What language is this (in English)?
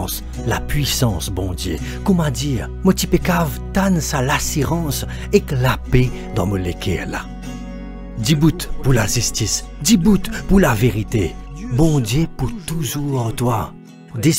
Morisyen